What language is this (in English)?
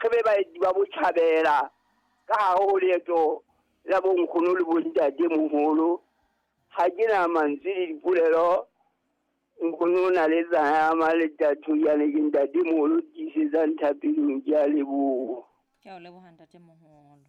Southern Sotho